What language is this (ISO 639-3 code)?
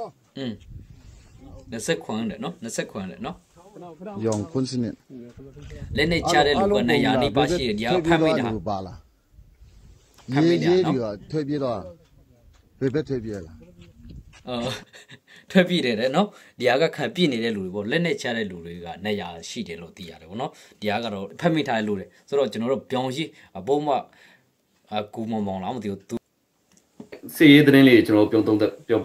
mya